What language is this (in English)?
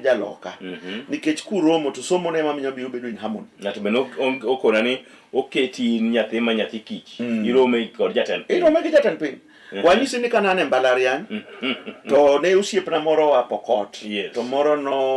Luo (Kenya and Tanzania)